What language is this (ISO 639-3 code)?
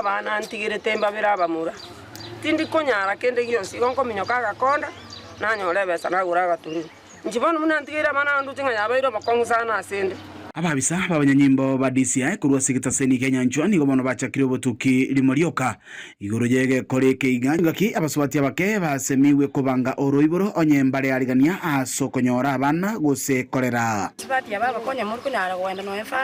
guz